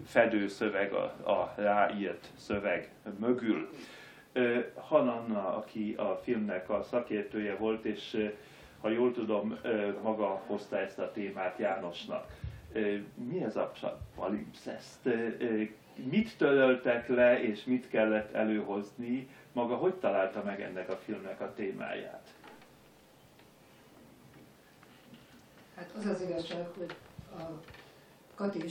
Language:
Hungarian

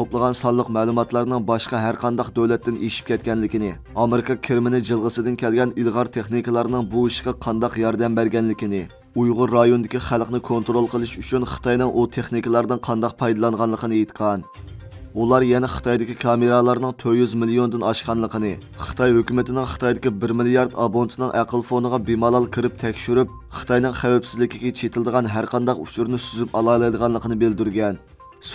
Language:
Uyghur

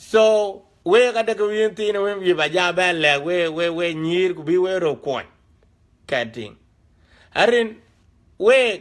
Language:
Dinka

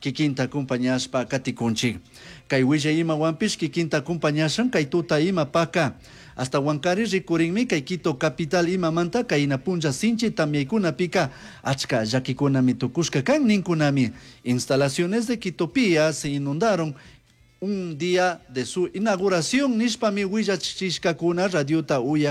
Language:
Chimborazo Highland Quichua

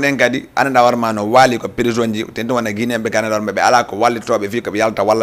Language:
Fula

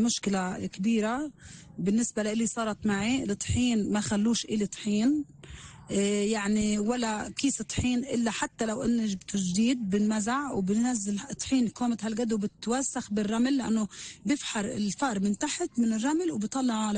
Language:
North Levantine Arabic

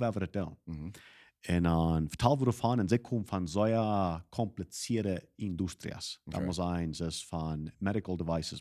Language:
Plautdietsch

